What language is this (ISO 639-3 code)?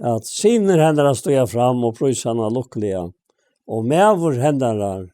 fao